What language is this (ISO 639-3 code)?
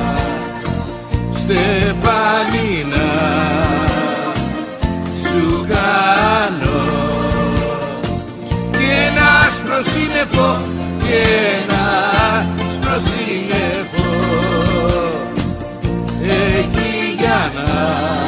ell